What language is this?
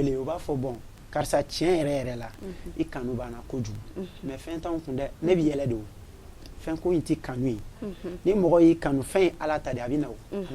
Bambara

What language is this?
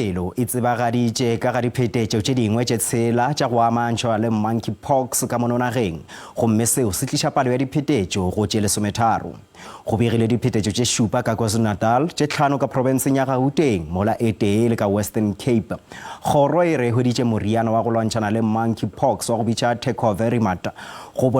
Northern Sotho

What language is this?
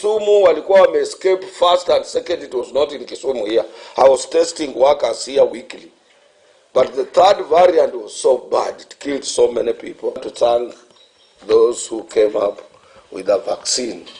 Gusii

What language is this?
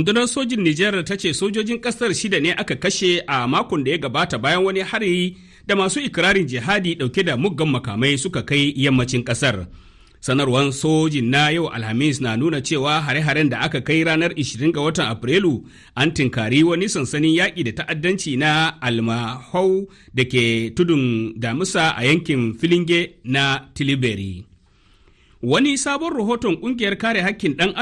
Hausa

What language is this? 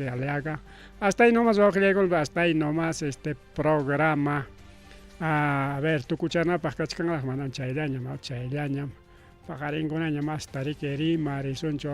Ayacucho Quechua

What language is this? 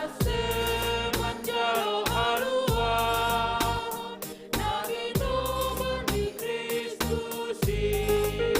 Batak Simalungun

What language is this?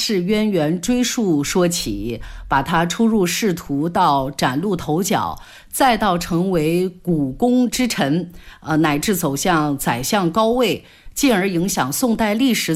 Chinese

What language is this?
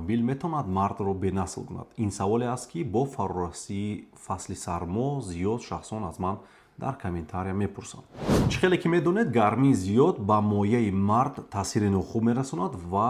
Tajik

